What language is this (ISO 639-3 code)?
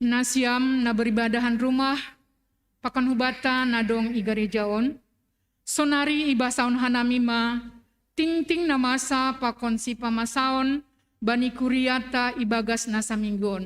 bts